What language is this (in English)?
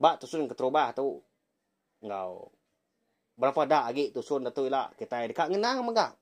Iban